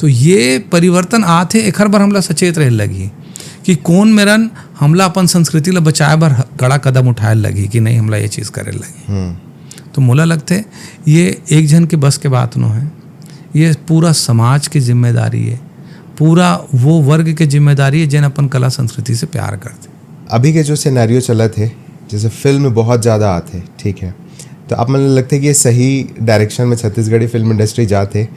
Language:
Chhattisgarhi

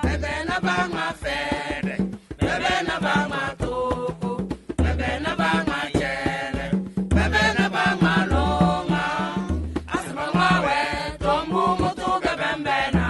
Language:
Tem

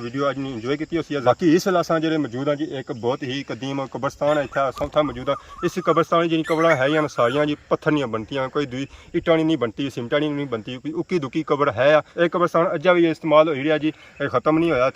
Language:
Pahari-Potwari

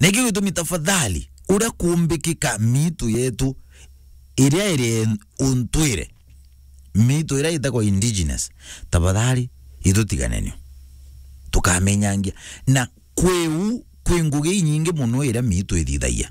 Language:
Meru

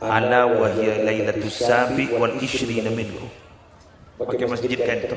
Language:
Madurese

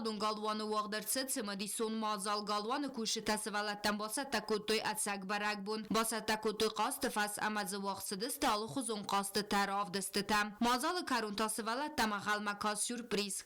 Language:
Ossetic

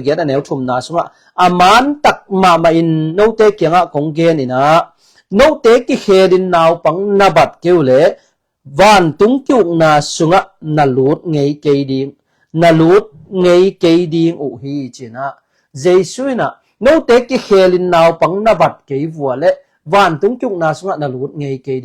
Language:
Tedim Chin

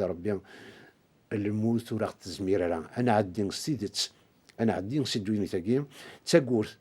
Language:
Kabyle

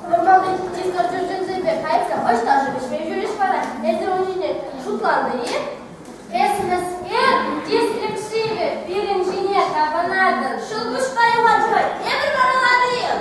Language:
Chuvash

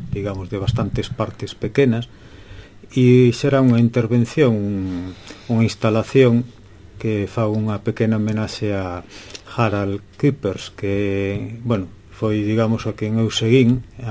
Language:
Galician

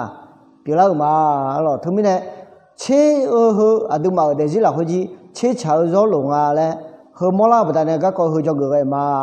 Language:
Akha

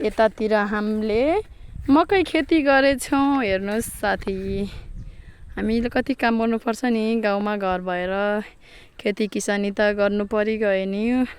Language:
Nepali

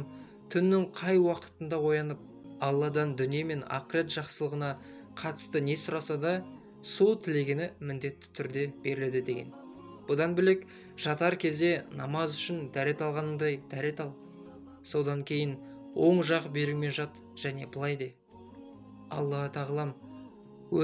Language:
Kazakh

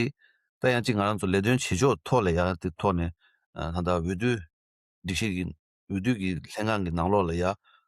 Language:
Tibetan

